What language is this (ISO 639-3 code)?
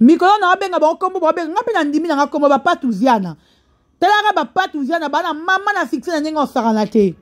lin